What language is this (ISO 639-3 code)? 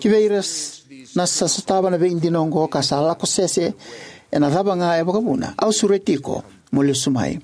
fij